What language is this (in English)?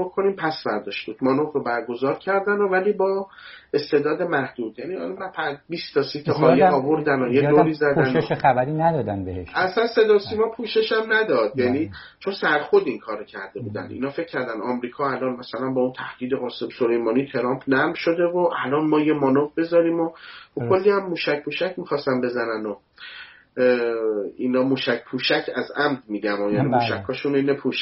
Persian